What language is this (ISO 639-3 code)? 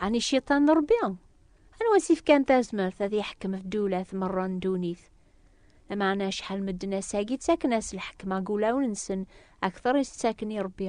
kab